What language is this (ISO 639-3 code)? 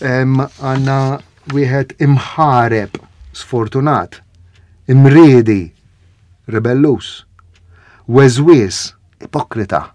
mlt